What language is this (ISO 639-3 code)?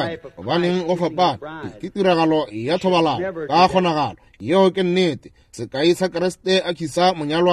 nso